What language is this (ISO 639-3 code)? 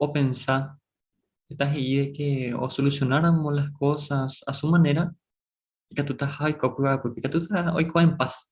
grn